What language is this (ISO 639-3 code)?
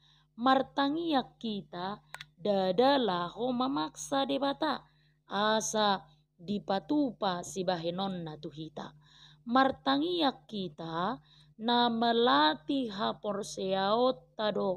bbc